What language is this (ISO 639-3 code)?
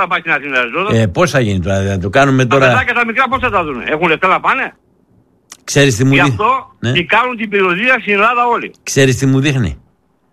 ell